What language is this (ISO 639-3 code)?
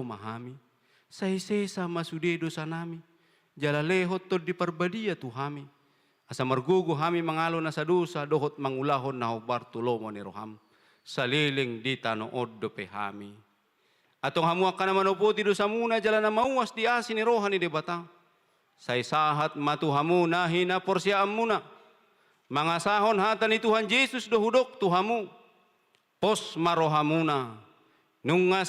bbc